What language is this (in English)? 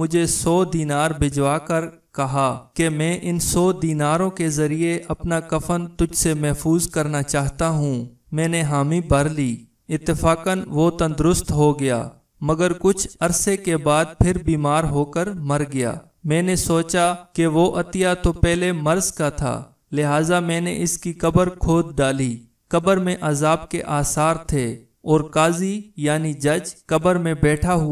Urdu